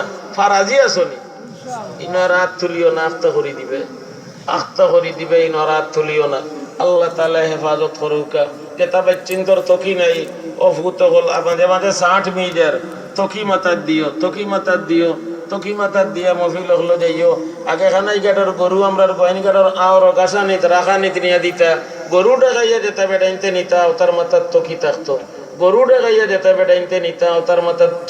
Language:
Sylheti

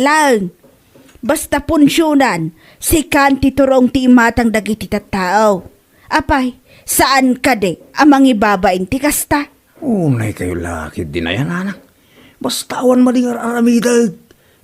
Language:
Iloko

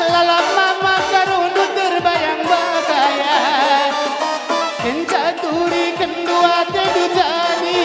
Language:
Batak Karo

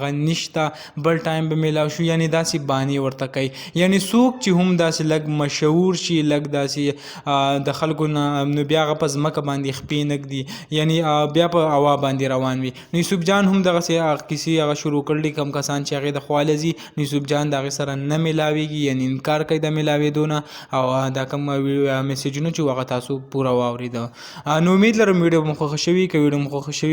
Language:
Pashto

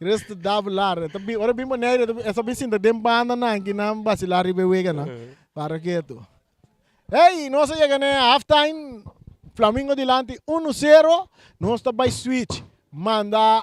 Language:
Papiamento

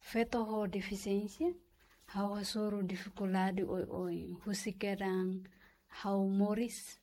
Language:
Tetum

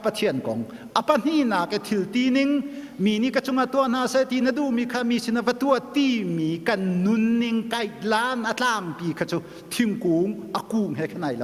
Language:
Hakha Chin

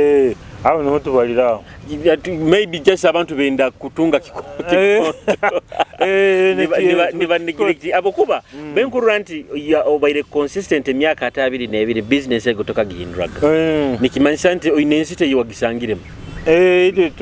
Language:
Nyoro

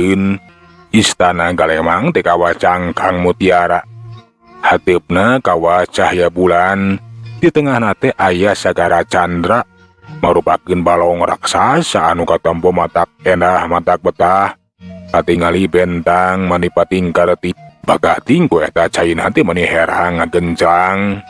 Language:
Sundanese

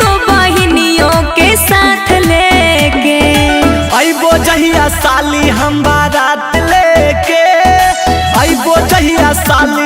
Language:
Magahi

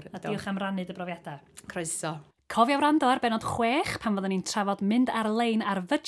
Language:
Welsh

